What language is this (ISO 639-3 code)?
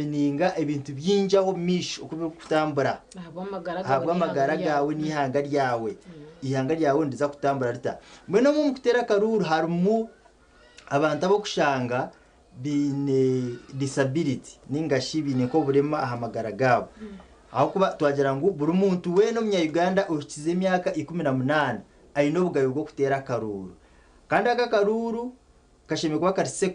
nyn